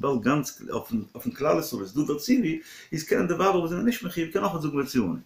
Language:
Yiddish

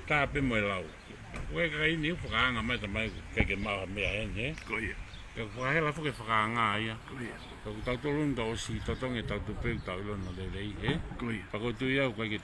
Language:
Tongan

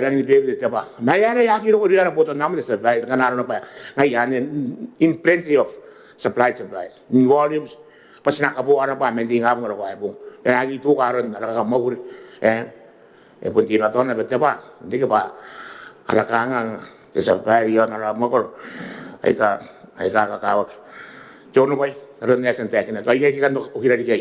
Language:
Gilbertese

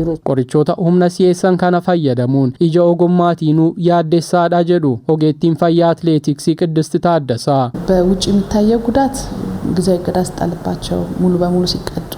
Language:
Oromo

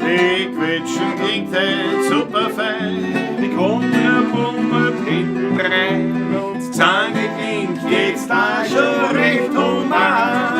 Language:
Bavarian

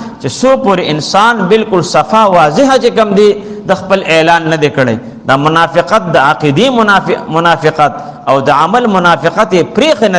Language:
Pashto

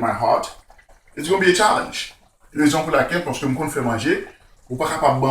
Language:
Haitian Creole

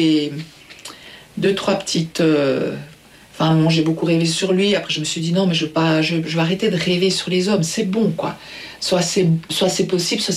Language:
French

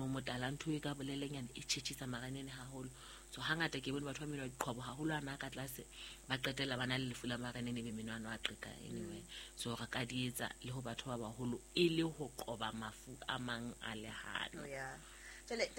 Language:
Southern Sotho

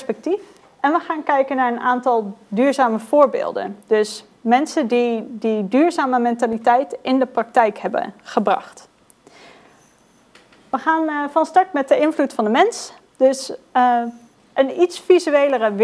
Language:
Dutch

